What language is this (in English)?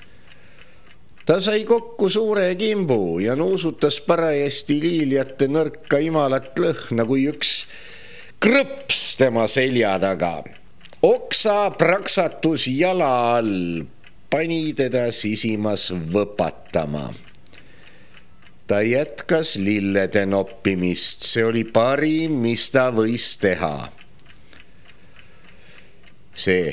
Estonian